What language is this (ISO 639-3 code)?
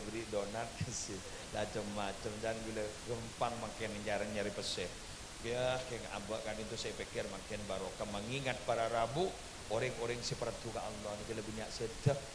mad